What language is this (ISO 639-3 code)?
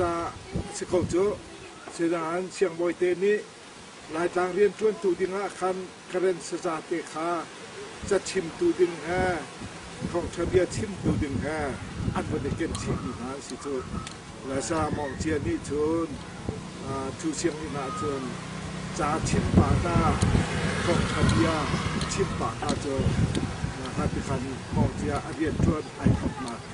cnh